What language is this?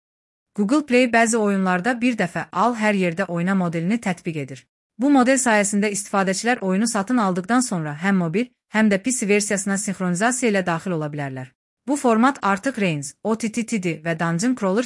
Azerbaijani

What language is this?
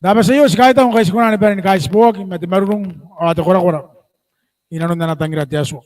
Gilbertese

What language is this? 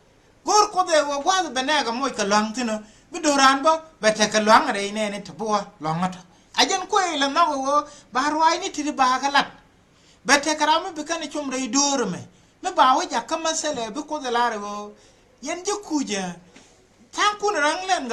Nuer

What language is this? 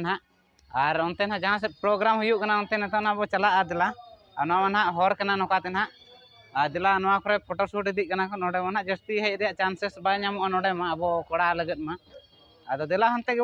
Santali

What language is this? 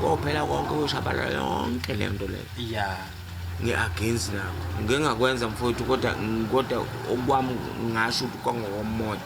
Zulu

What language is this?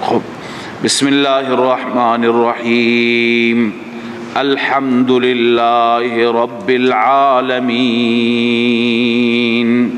Persian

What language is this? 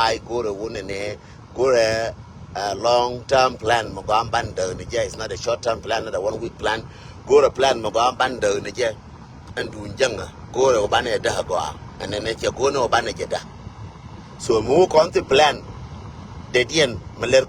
Nuer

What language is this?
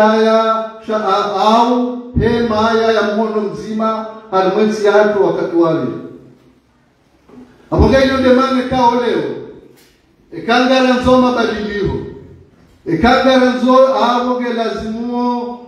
Ngazidja Comorian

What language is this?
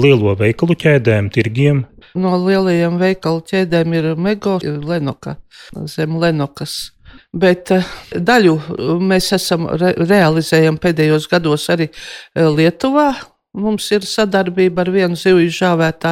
Latvian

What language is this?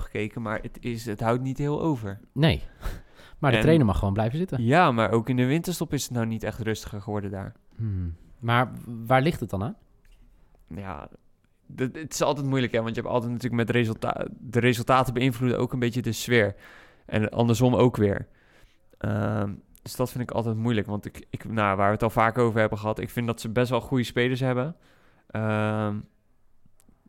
Dutch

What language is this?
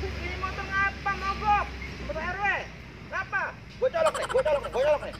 Betawi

